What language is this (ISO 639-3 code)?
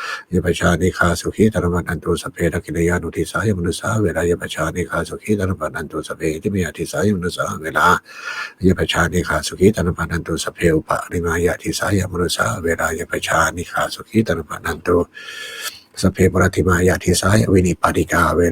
pli